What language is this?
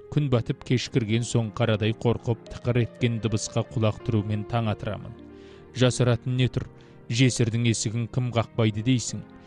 Kazakh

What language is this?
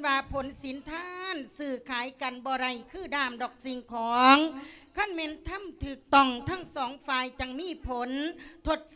Lao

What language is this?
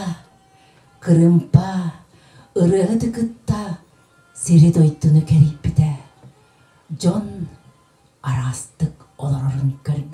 Yakut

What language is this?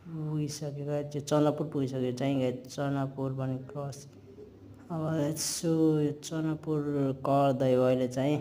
Nepali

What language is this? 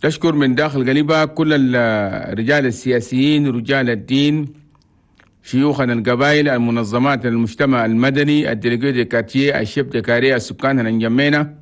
Chadian Arabic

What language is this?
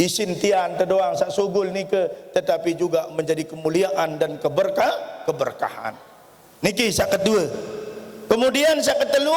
Sasak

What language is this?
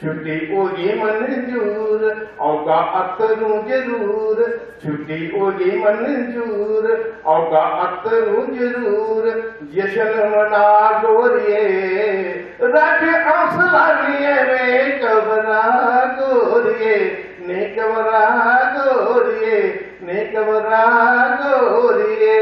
Dogri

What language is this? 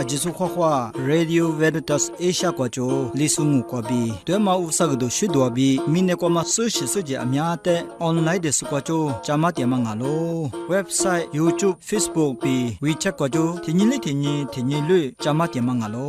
Lisu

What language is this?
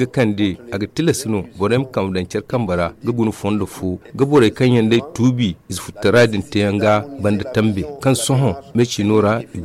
Zarma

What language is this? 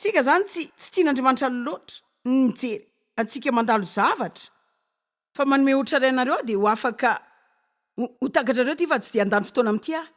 Malagasy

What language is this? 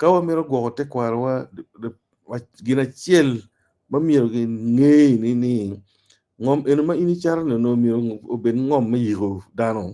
Acoli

